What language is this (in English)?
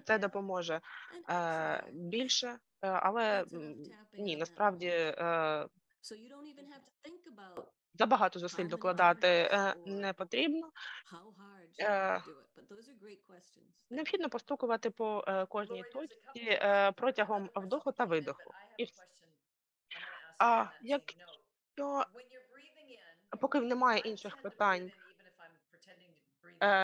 Ukrainian